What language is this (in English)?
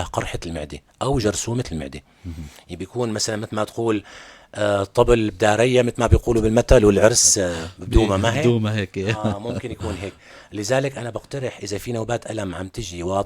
North Levantine Arabic